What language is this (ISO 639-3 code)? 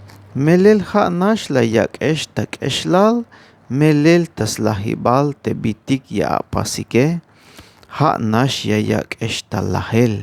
tzh